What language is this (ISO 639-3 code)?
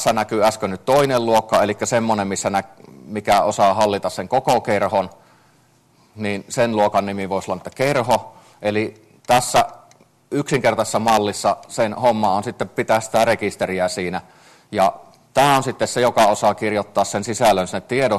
fin